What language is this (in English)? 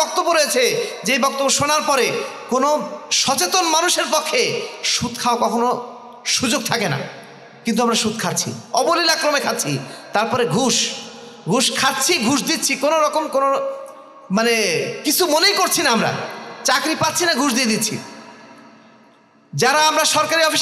Bangla